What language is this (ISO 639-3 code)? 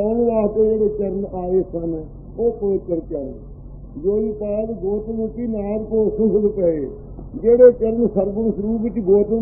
pan